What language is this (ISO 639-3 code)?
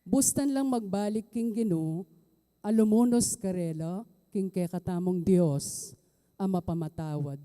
pam